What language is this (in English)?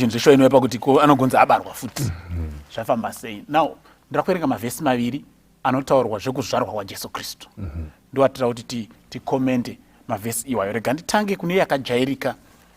Shona